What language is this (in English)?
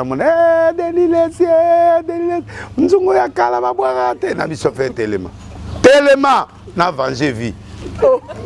Lingala